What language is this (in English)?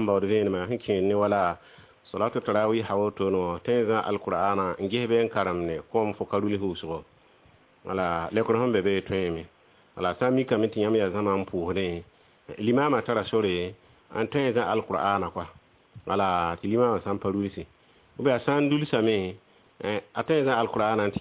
Mossi